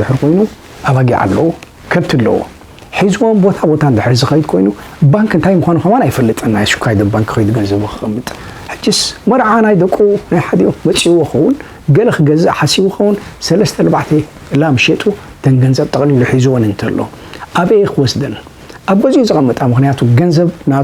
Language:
Tigrinya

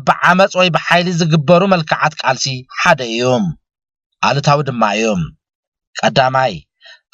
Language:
Tigrinya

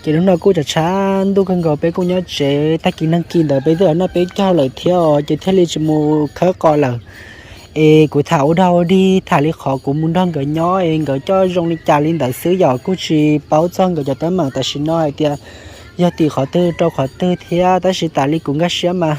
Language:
Hmong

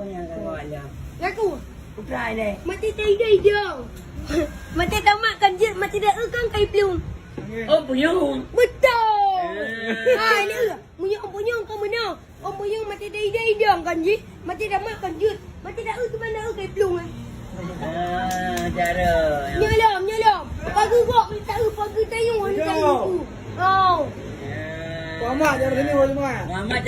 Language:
Achinese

